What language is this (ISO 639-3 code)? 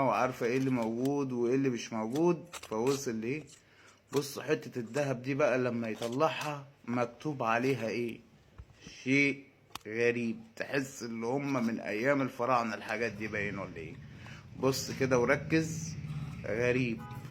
arz